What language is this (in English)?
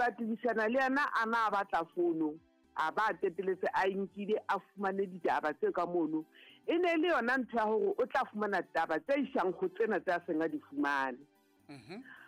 Southern Sotho